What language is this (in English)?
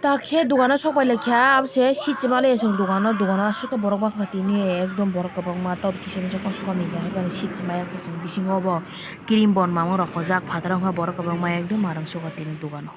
Kok Borok